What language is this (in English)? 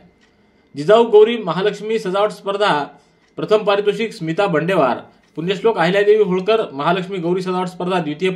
Marathi